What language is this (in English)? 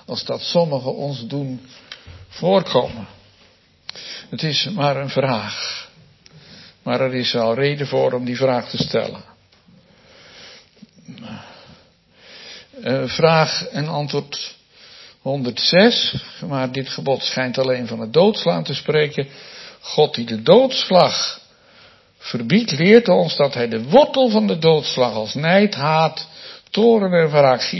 Dutch